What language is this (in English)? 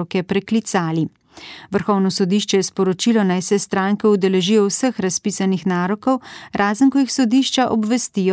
Slovenian